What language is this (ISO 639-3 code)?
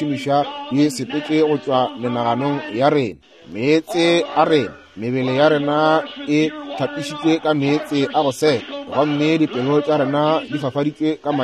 nso